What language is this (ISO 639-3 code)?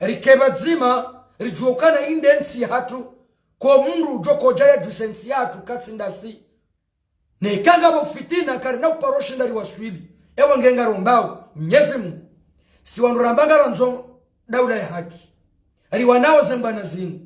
zdj